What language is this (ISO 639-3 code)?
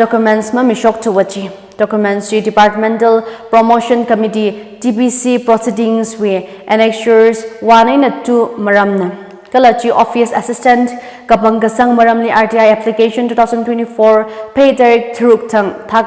nmf